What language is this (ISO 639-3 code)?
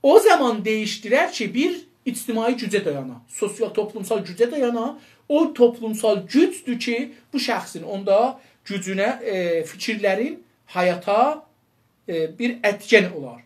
azb